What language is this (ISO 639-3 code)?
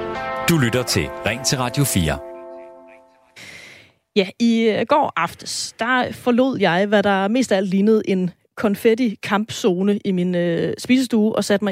dan